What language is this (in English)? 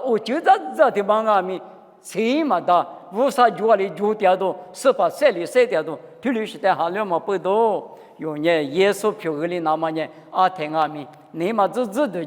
Lisu